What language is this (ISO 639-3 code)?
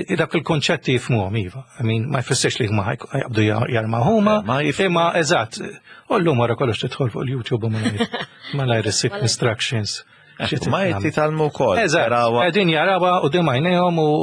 mlt